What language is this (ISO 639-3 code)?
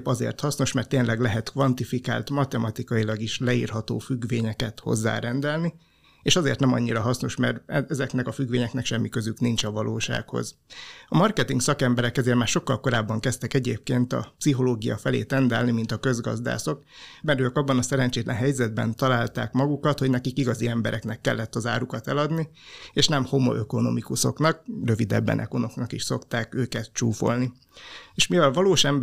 hun